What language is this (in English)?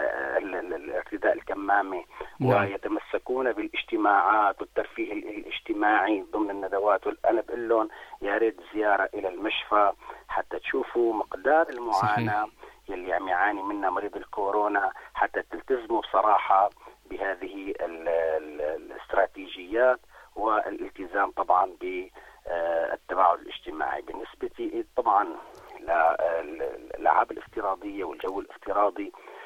Arabic